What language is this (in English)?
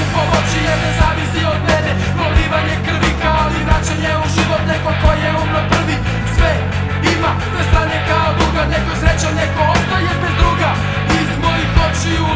Serbian